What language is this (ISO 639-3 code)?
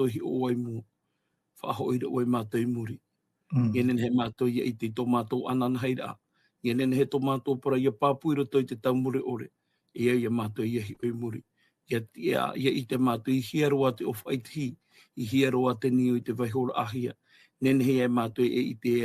tah